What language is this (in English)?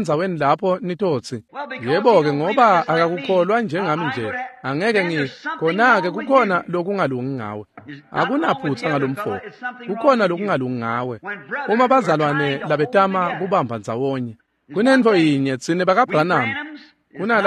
Swati